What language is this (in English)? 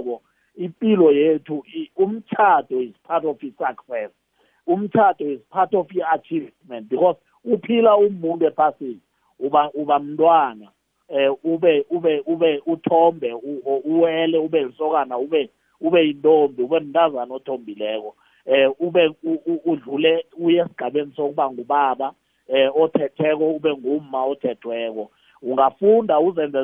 South Ndebele